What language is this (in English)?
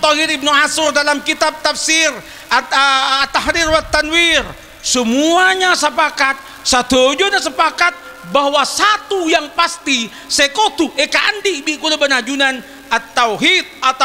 Madurese